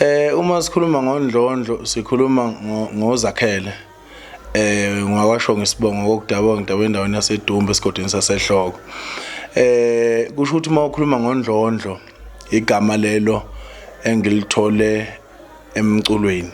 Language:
Zulu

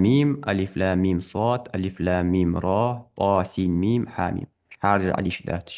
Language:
Ingush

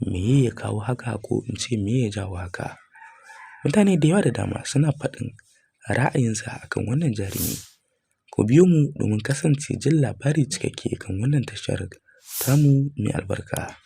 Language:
Hausa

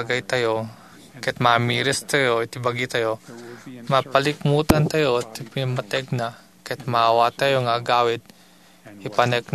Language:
Iloko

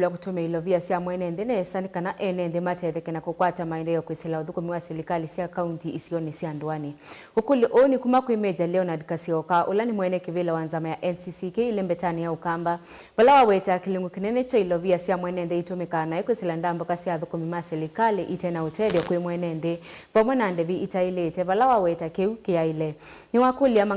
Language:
Kamba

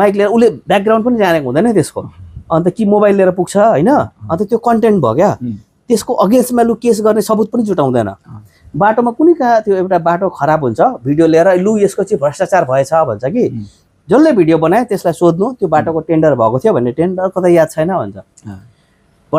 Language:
Nepali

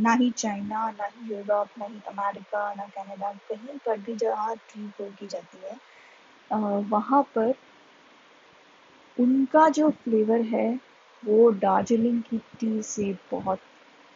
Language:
Hindi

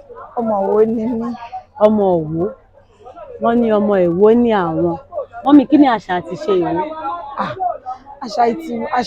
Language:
Yoruba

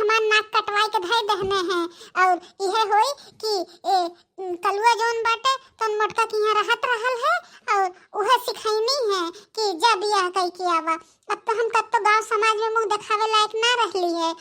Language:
Bhojpuri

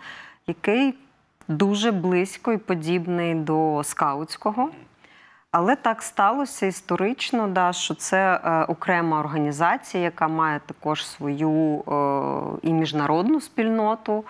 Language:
Ukrainian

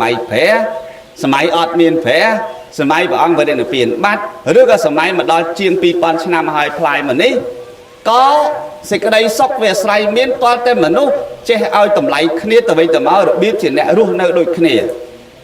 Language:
Khmer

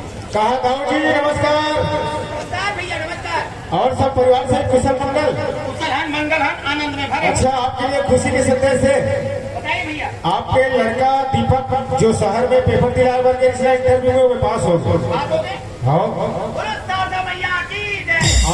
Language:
Chhattisgarhi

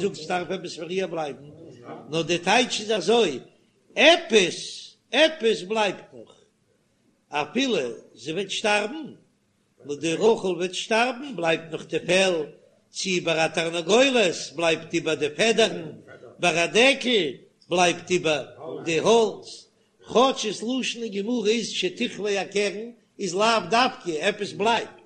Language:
Yiddish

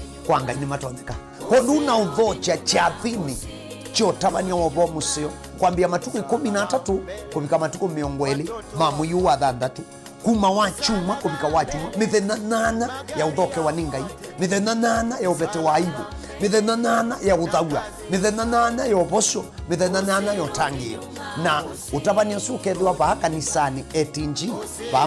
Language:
Kamba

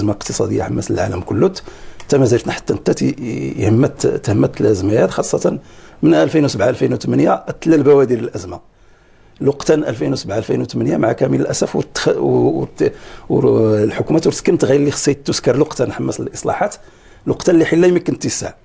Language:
Moroccan Arabic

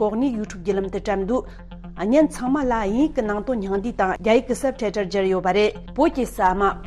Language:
Tibetan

